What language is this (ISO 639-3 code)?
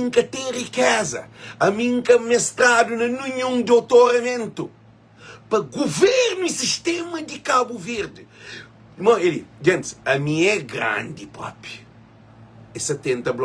kea